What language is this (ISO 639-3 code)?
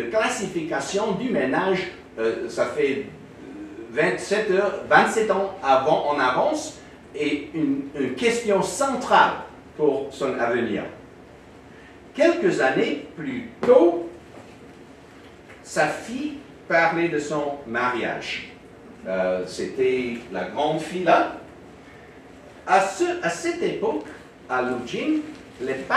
fra